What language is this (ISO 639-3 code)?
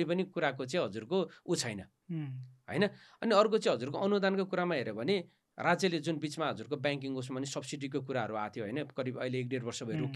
nep